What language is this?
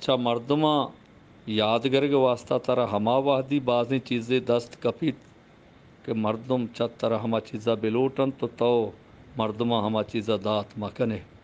Eastern Balochi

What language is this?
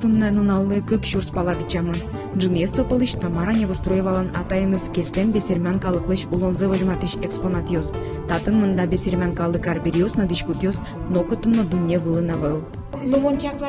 Udmurt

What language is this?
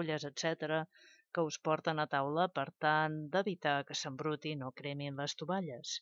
Catalan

